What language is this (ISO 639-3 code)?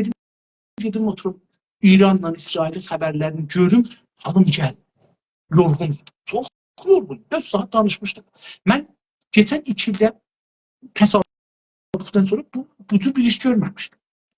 azb